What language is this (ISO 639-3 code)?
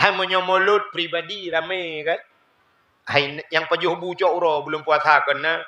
ace